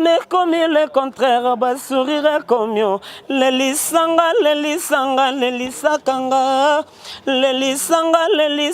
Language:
Lingala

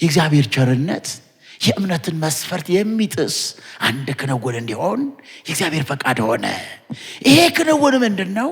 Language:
Amharic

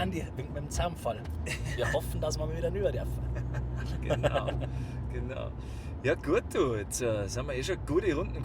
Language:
Bavarian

